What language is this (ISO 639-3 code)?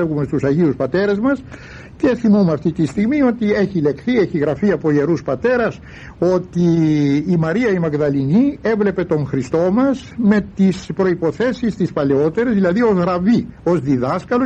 ell